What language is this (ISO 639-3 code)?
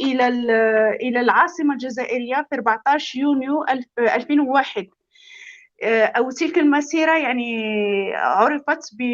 apc